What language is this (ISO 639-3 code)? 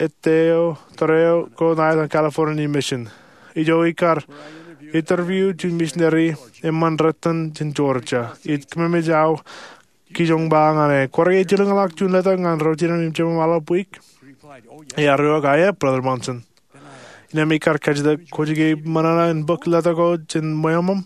mah